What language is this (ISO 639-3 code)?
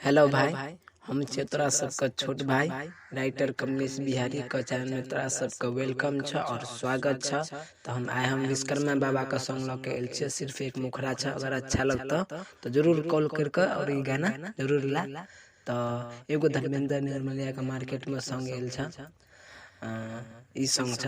mai